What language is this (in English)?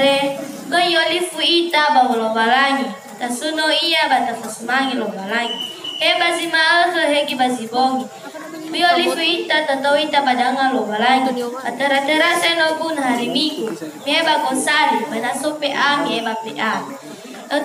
Nias